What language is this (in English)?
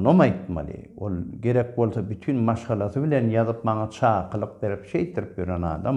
Turkmen